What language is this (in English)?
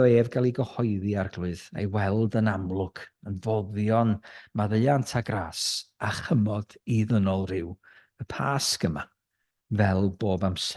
Welsh